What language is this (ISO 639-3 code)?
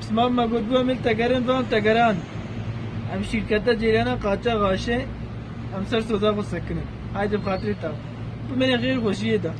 kur